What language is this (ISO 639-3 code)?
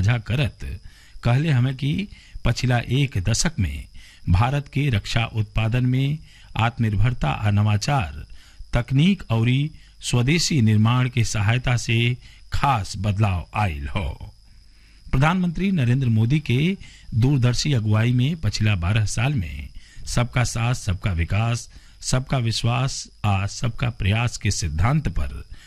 bho